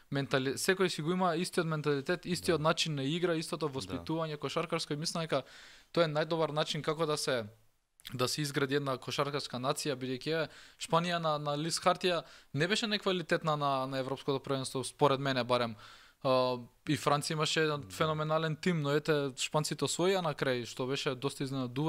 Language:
Macedonian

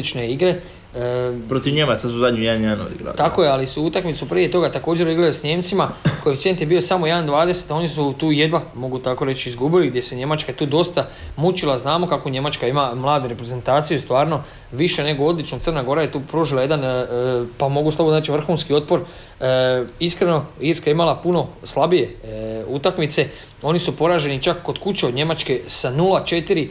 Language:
Croatian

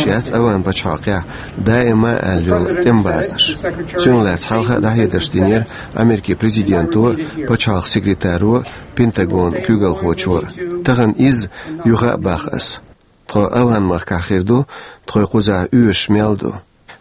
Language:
Chechen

